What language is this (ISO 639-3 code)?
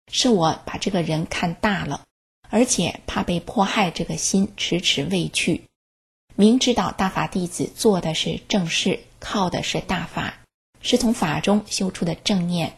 zho